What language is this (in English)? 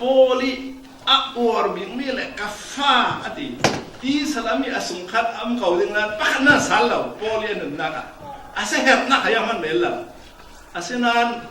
Falam Chin